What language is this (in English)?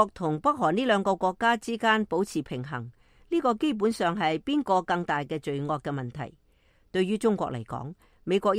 Cantonese